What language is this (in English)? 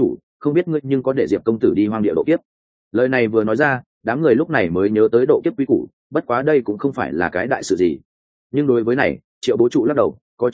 Vietnamese